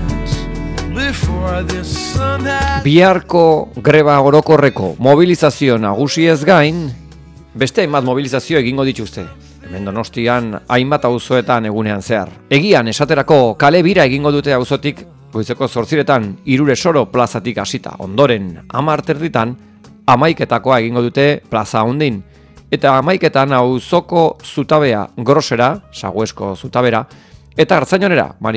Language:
Basque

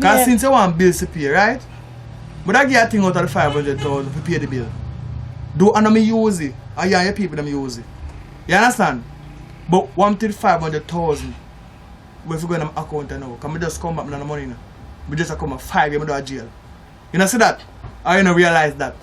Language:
Jamaican Creole English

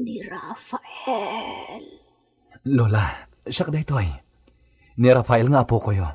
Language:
Iloko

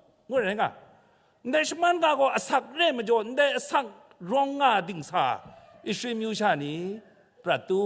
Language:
Kachin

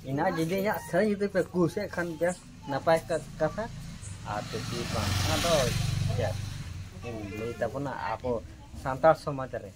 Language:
Santali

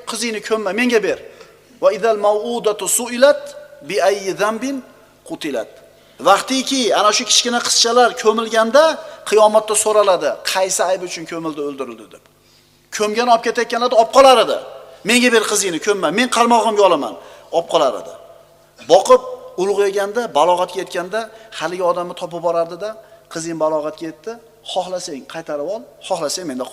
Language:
Uzbek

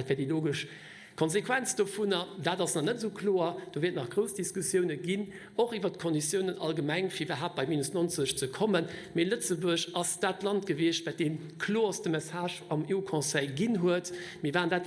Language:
Luxembourgish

